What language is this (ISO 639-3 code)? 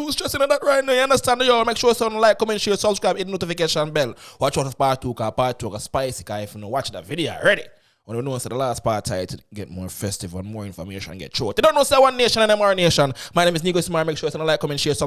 jam